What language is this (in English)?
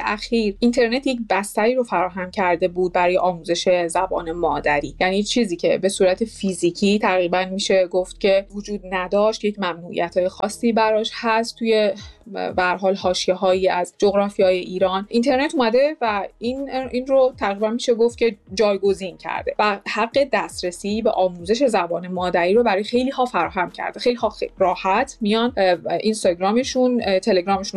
Persian